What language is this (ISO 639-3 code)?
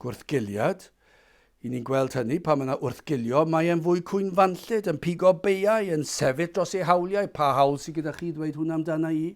cym